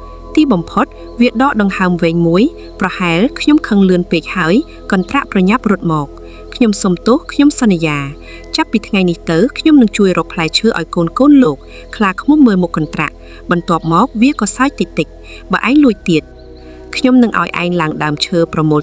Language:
Khmer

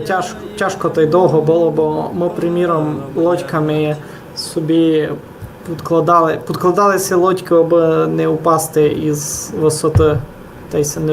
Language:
Rusyn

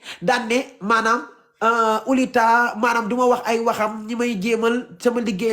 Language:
Wolof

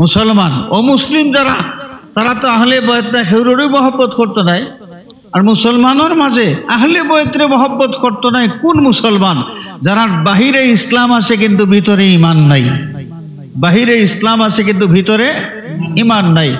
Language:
Sylheti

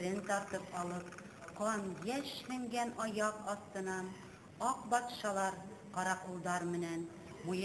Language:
Bashkir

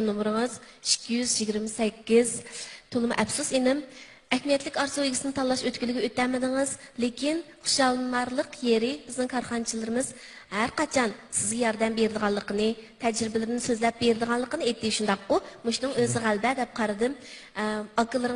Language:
Uyghur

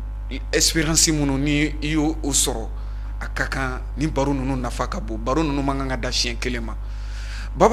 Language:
Bambara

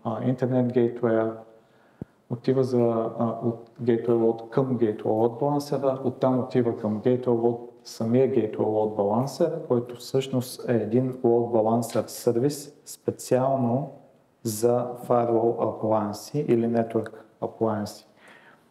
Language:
Bulgarian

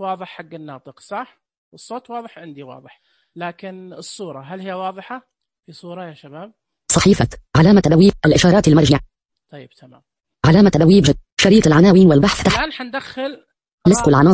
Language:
Najdi Arabic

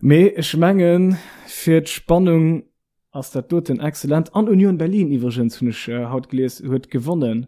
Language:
Luxembourgish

